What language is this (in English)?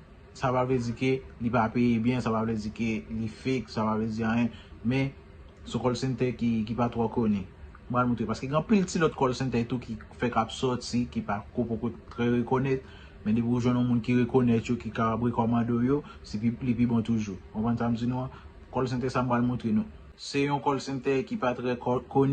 Haitian Creole